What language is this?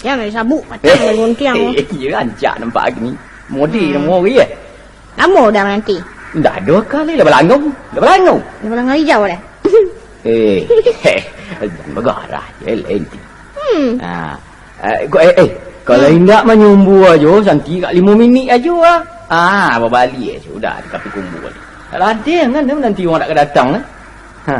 Minangkabau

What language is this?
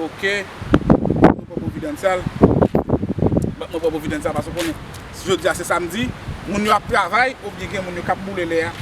Haitian Creole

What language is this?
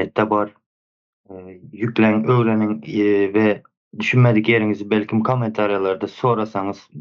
Turkmen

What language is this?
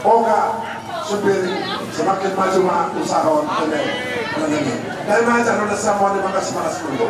Batak Simalungun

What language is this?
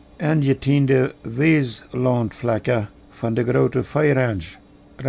Plautdietsch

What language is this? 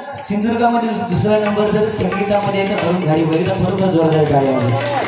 Marathi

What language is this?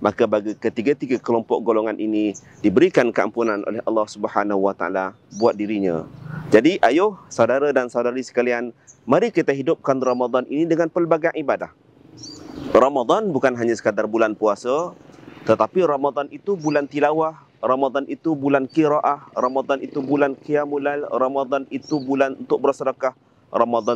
Malay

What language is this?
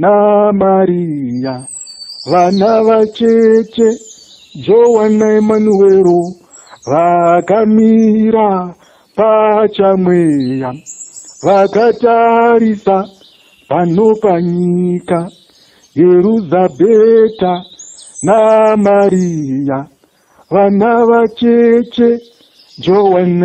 Shona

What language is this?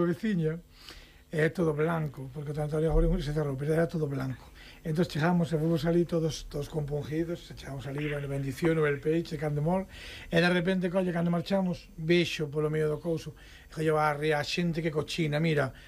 Galician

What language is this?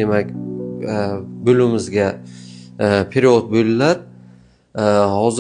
Uzbek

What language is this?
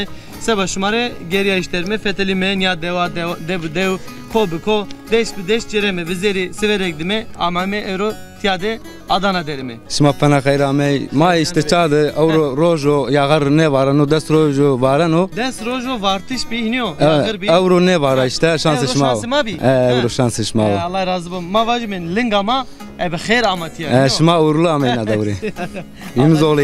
Zaza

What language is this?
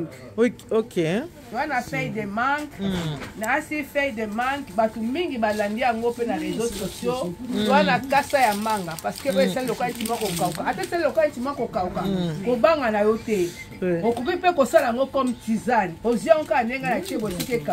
Lingala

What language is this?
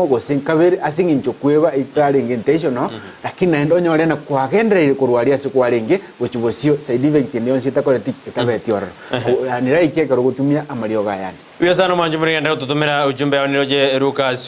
Gusii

